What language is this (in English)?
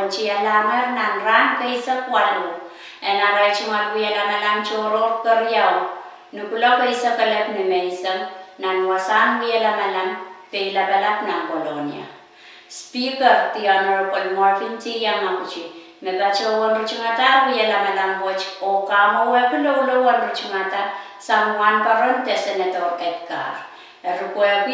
Pohnpeian